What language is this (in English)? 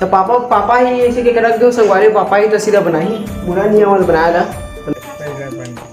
Chhattisgarhi